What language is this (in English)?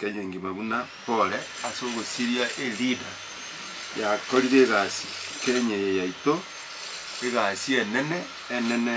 Gusii